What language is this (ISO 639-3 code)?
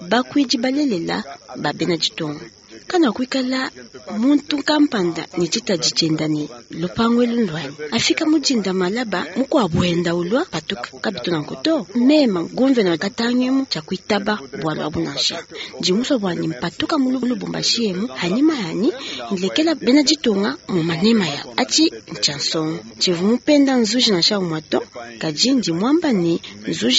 lua